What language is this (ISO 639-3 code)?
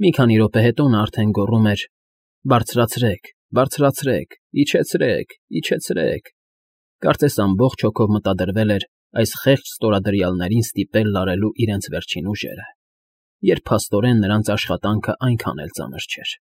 hye